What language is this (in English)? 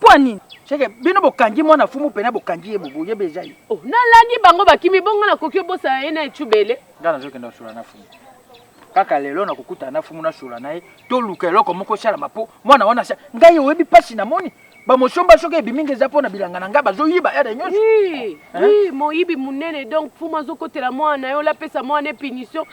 Lingala